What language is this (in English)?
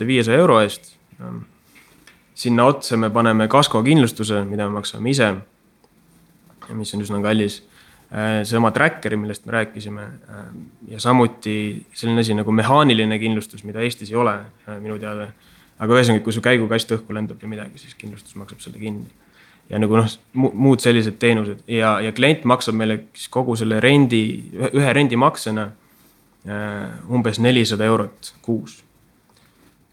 Estonian